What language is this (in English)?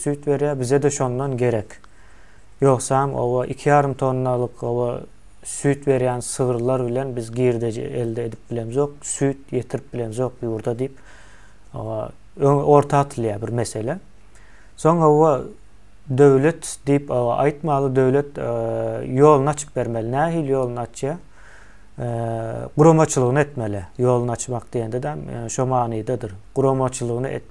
Turkmen